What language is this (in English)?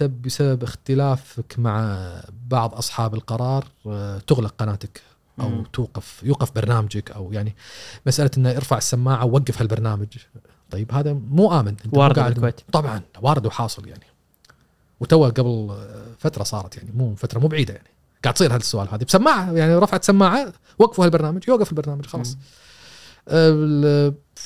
Gulf Arabic